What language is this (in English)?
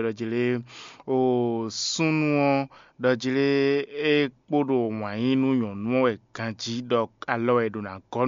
Fon